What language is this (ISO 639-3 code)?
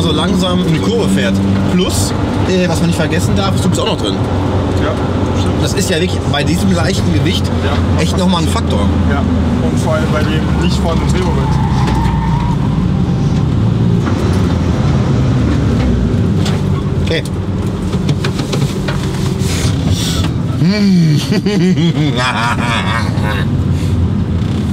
deu